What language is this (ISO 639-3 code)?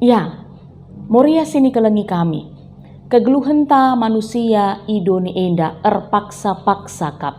btx